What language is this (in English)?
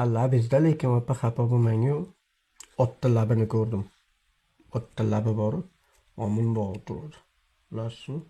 Uzbek